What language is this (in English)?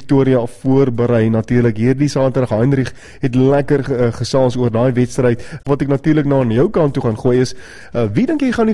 Afrikaans